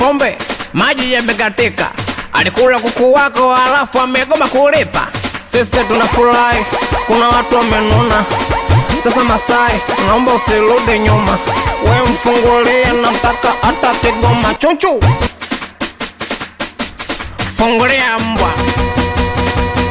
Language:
Swahili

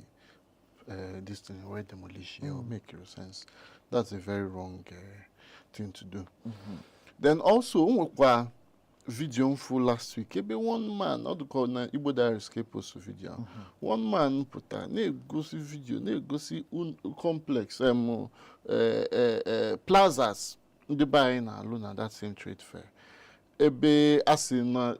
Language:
Igbo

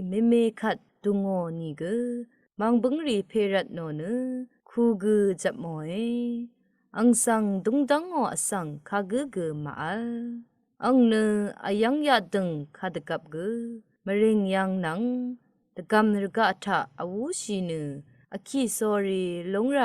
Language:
Rawang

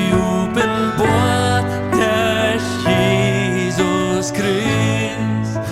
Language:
Plautdietsch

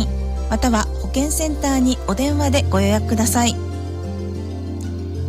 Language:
Japanese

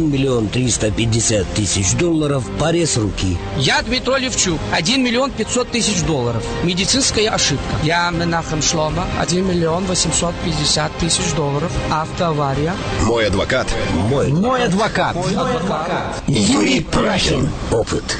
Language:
Russian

